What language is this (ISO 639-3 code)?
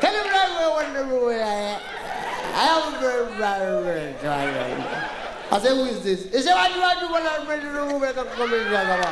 pcm